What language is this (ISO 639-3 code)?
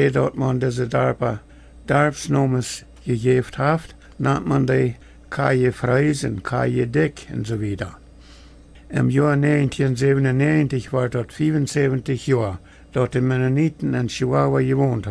pdt